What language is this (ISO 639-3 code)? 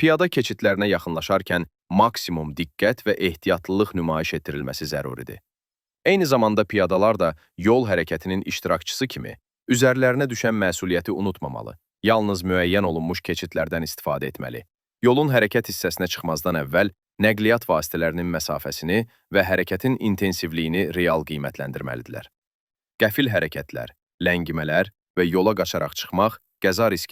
aze